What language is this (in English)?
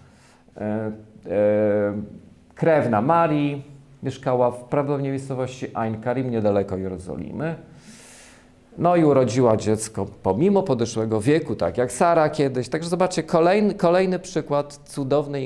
Polish